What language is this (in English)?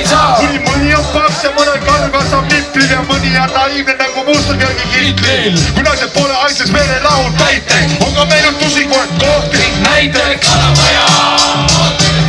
Estonian